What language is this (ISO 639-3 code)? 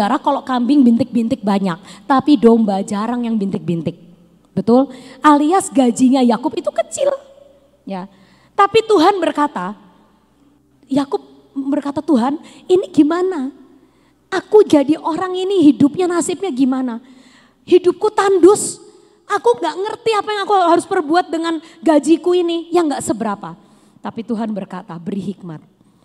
ind